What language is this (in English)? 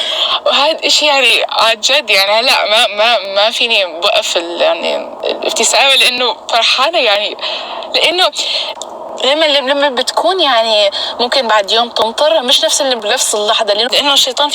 North Levantine Arabic